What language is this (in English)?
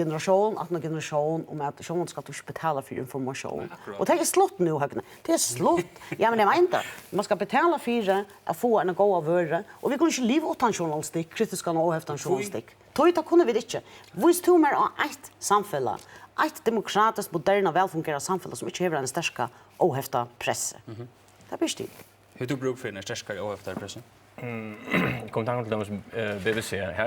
Faroese